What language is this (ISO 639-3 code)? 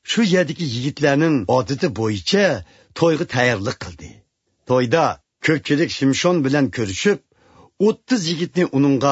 uig